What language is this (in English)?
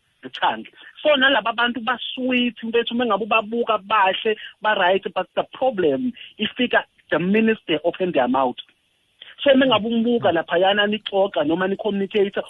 South Ndebele